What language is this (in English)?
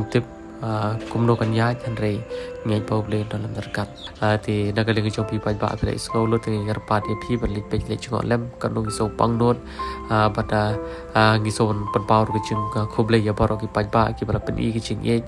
Khasi